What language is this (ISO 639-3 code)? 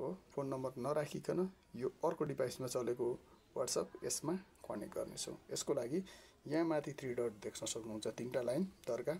nep